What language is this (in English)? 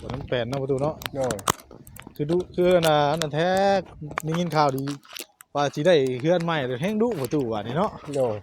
Northeastern Thai